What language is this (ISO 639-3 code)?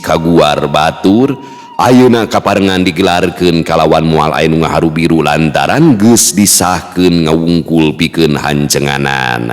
sun